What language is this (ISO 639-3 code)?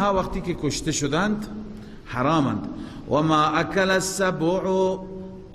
fas